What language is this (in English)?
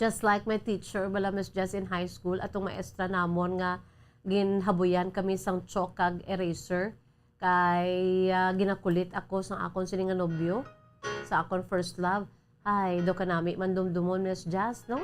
Hiligaynon